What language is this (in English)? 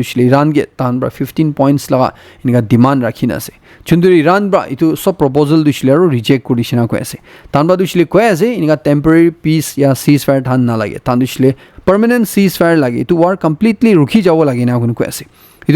Naga Pidgin